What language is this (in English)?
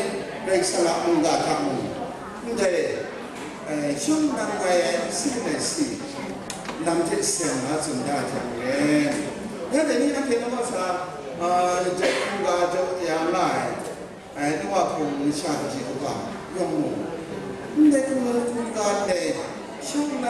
Kachin